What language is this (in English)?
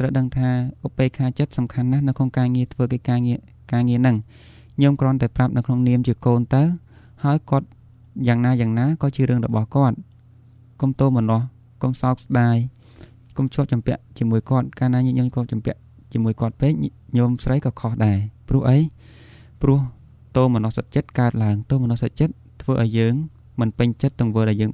Khmer